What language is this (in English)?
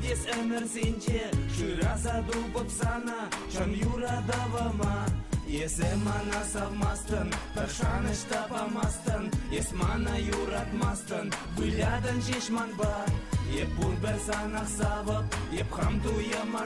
Chuvash